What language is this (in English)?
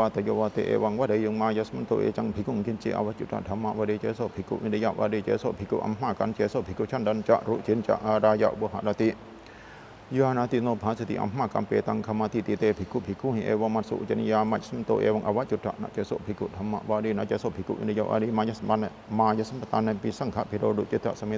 Pali